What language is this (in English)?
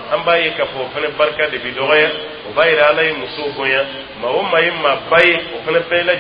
Dyula